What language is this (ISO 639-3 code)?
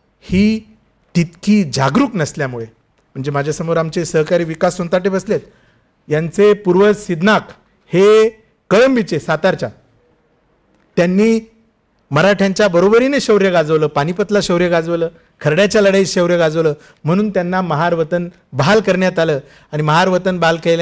mar